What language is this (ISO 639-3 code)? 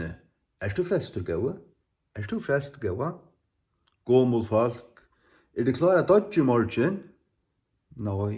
fao